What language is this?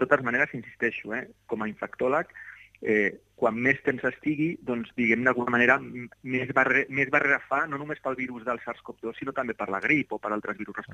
Catalan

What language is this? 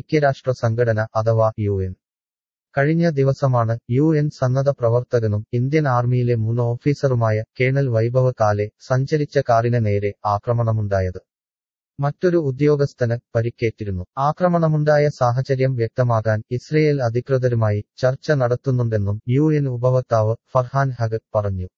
Malayalam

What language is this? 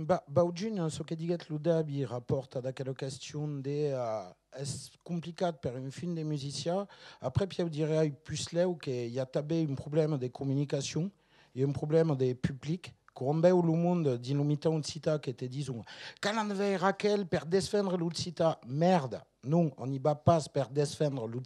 Occitan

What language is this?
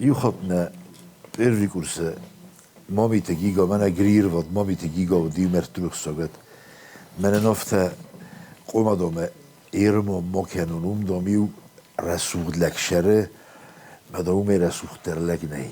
Ossetic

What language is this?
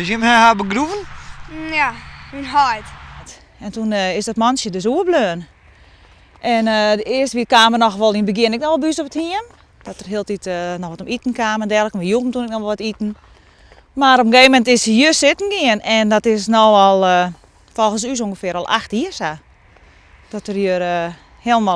Western Frisian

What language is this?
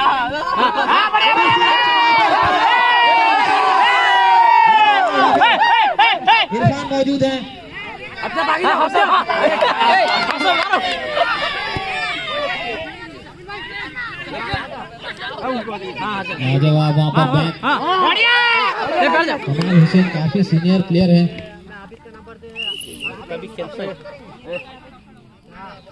Hindi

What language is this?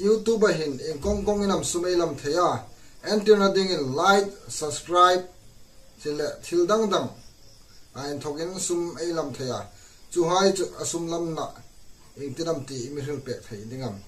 Hmar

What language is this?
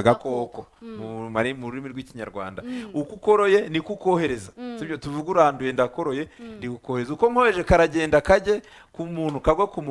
Kinyarwanda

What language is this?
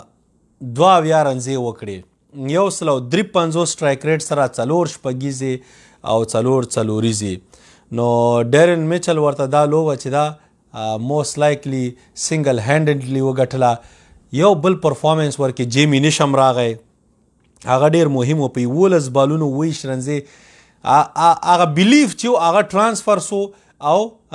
Pashto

